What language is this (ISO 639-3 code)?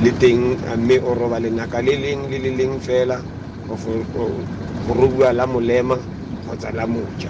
tsn